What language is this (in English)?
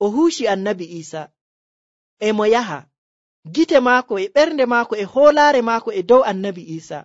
Nigerian Fulfulde